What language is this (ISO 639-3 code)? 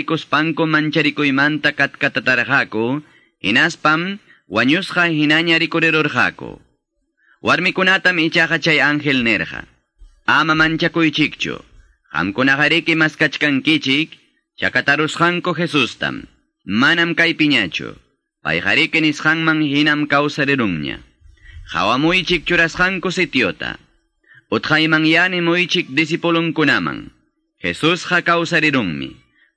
que